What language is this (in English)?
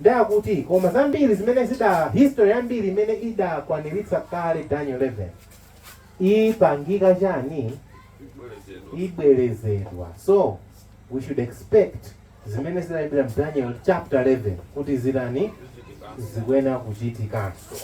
Nyanja